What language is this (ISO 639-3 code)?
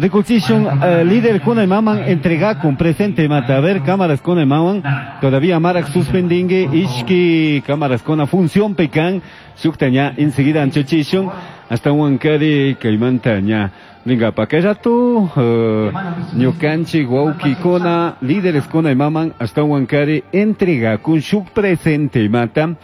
qug